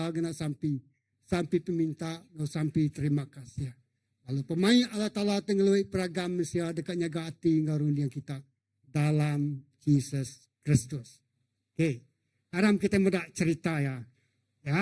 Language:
Iban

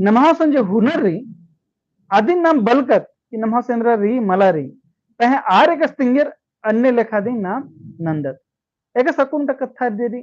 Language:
Kurukh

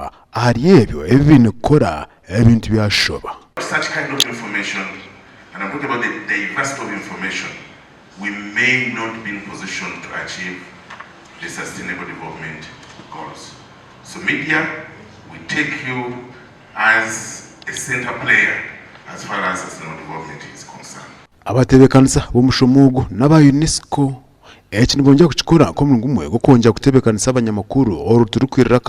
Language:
Nyankole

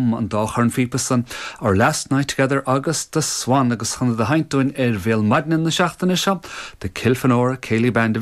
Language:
Irish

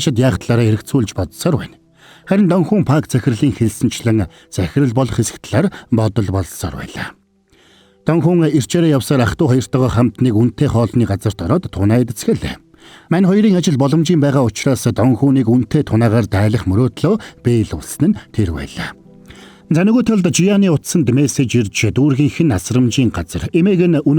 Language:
Mongolian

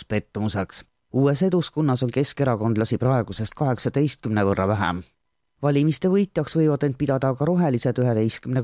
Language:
Estonian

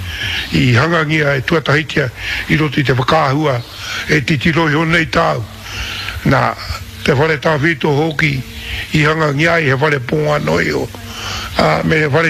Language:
Māori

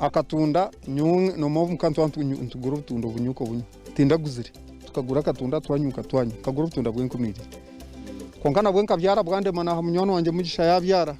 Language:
Nyankole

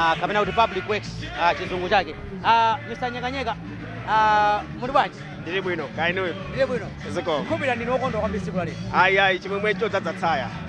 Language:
Nyanja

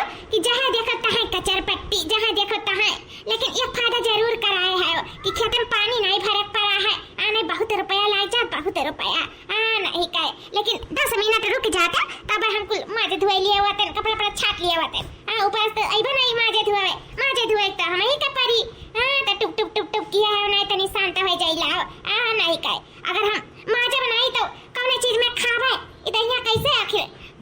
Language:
Awadhi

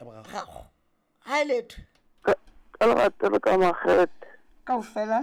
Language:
Southern Sotho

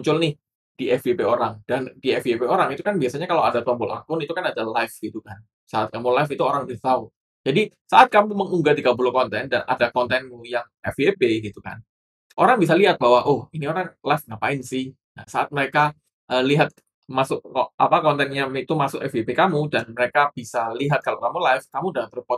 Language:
Indonesian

